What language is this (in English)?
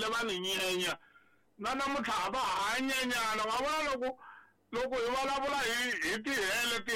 Tsonga